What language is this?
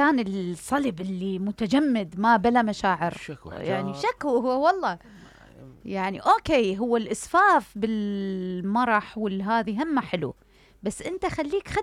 Mesopotamian Arabic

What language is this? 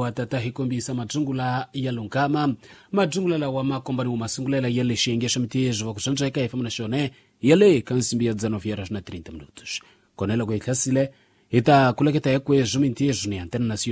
Tsonga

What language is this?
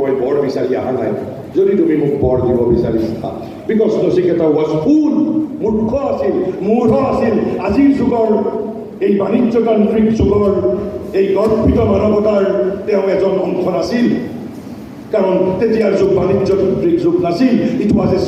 Assamese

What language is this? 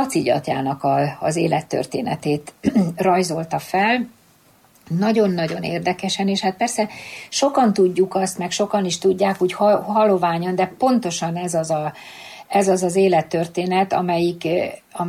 Hungarian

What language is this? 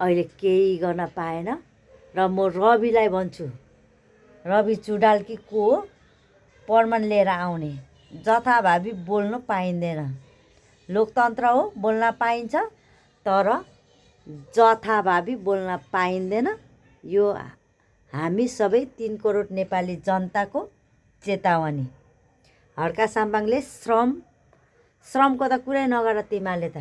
Nepali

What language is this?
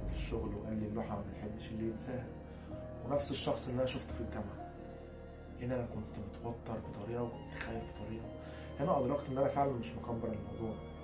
Egyptian Arabic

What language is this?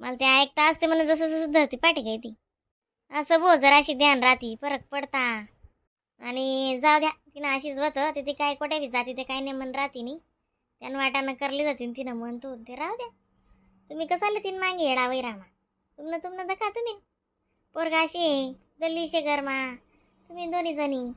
Khandesi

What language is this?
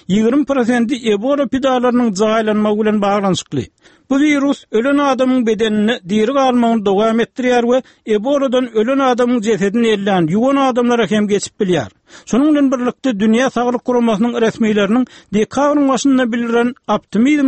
Turkmen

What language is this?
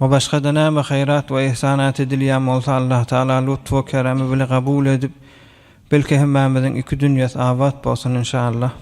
Turkmen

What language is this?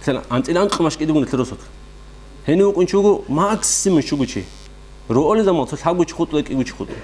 Avaric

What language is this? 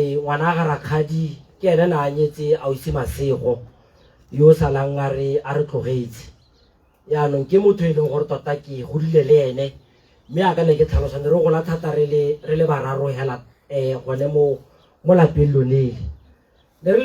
Tswana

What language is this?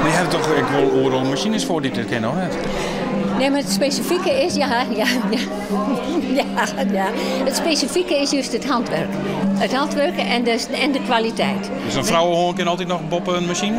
Western Frisian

